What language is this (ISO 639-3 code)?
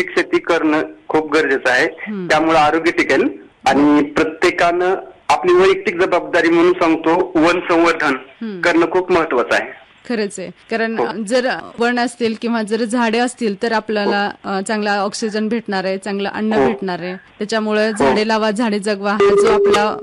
mar